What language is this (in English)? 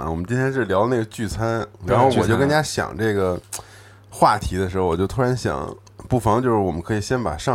Chinese